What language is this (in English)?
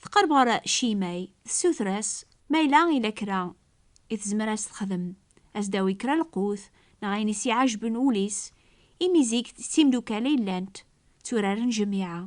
Kabyle